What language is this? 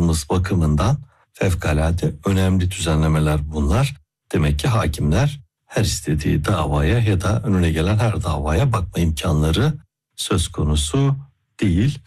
Turkish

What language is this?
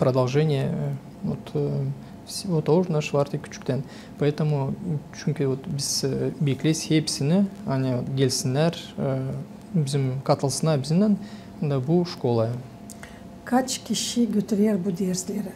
Gagauz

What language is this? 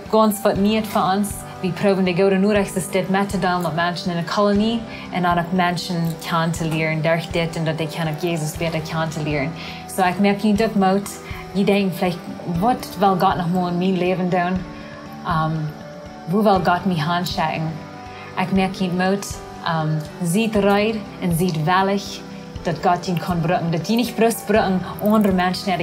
Plautdietsch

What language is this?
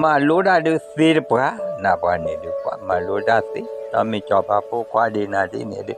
S'gaw Karen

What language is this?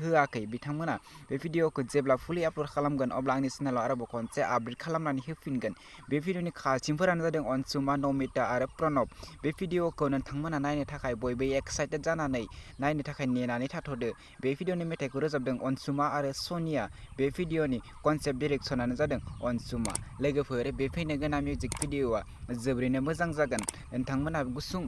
Bodo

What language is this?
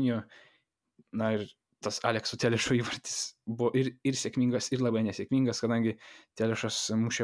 Lithuanian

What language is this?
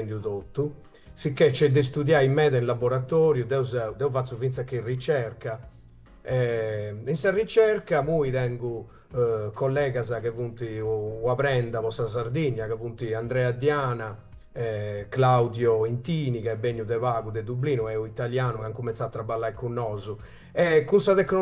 Sardinian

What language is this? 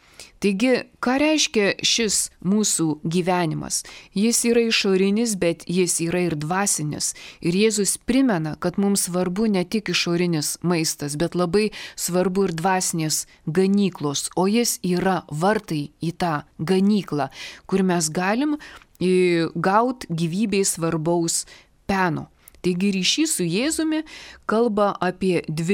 Lithuanian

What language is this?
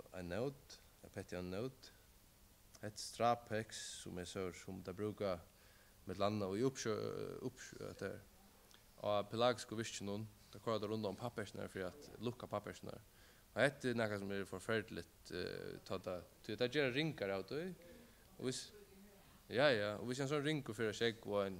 Faroese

